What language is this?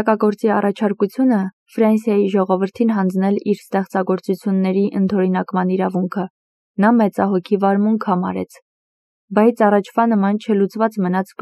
Armenian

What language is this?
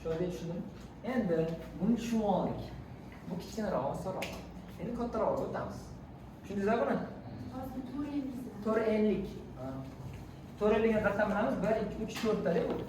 Uzbek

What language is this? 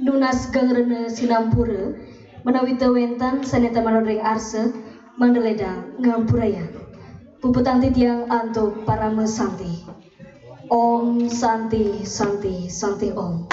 Balinese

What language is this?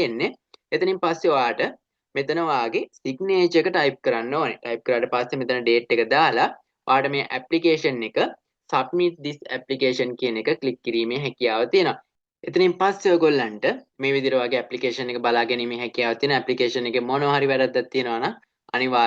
Sinhala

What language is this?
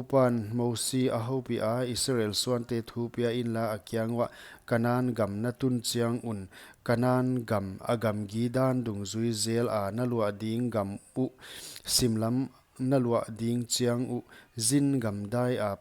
Paite Chin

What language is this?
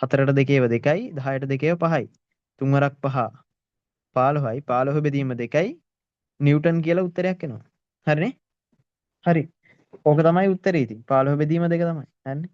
Sinhala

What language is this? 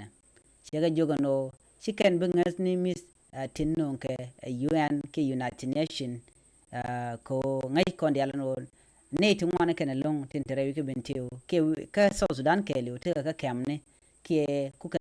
Nuer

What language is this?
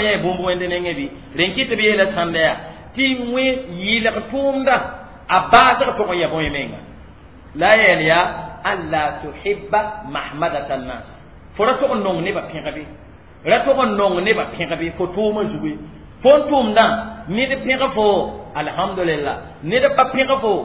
Mossi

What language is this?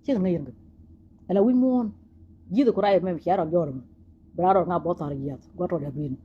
Nuer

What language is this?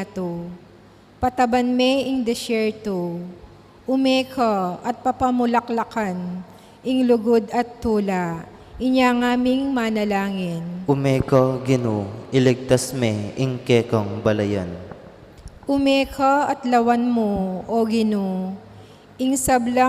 Pampanga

